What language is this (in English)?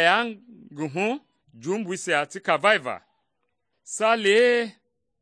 Mende